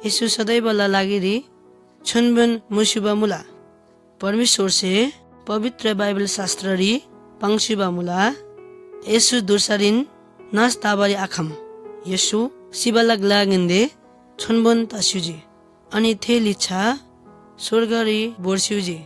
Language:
Eastern Tamang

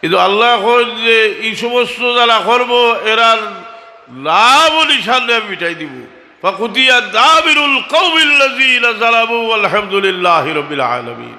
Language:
Sylheti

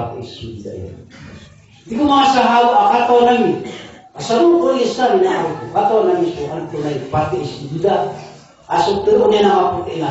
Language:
Maranao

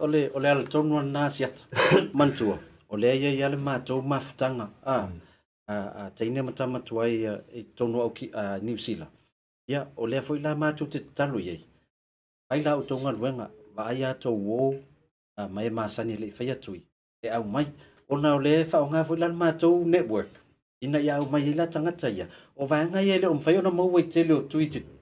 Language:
Samoan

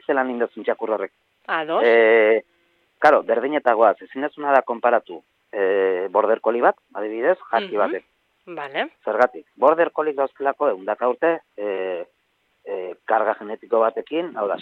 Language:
Basque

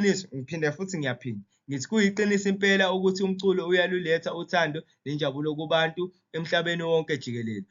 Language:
Zulu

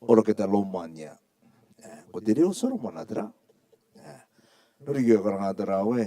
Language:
Rarotongan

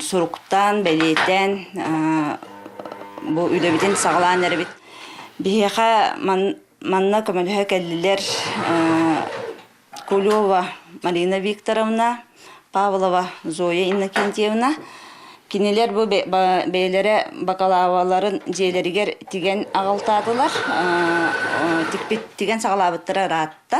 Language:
Yakut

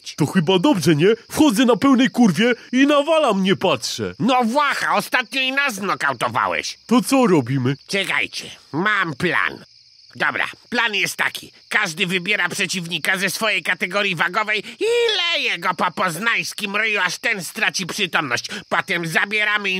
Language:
Polish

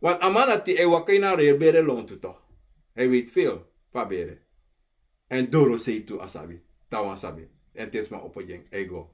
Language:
Sranan Tongo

